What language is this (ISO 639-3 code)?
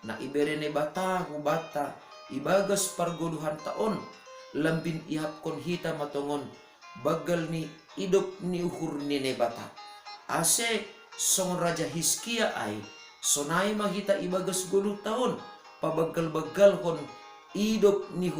bts